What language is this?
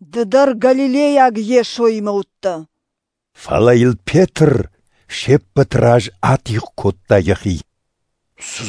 Ossetic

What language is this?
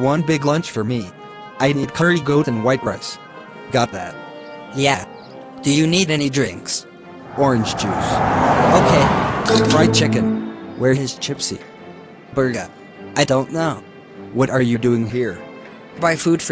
Jamaican Creole English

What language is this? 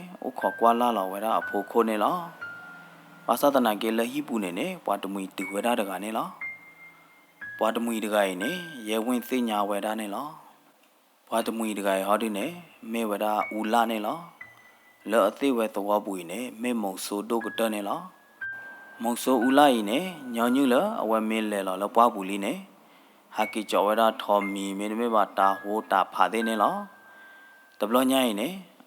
S'gaw Karen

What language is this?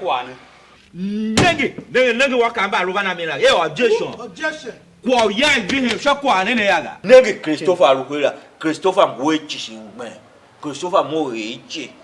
Tiv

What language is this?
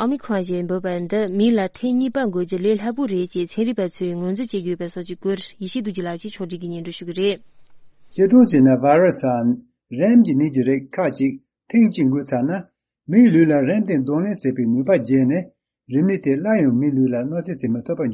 Tibetan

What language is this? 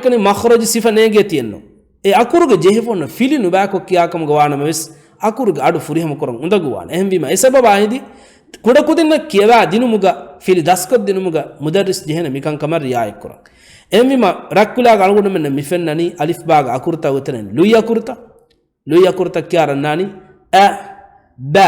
Divehi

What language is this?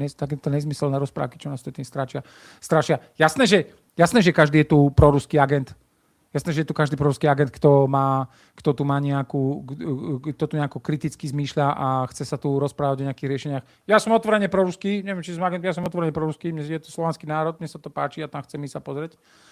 Slovak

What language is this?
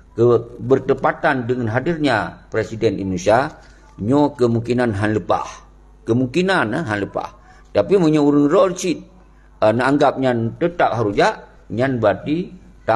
Achinese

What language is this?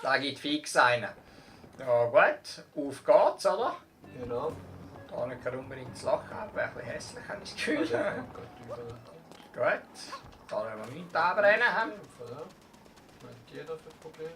Swiss German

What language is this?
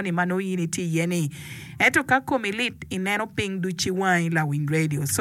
Acoli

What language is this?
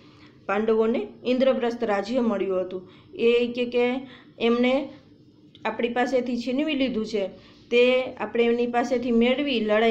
Gujarati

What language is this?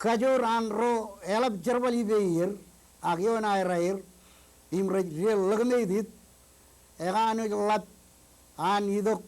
Marshallese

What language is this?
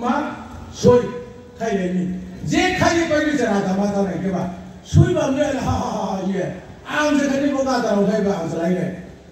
Riang (India)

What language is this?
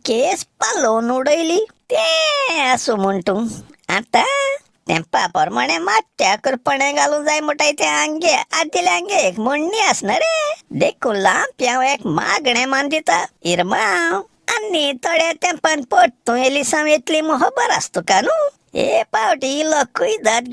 Konkani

